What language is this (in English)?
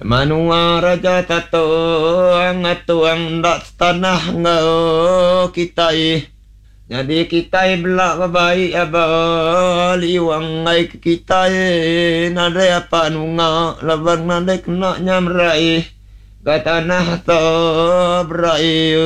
Iban